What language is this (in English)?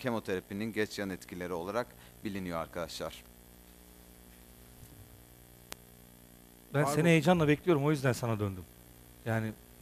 Turkish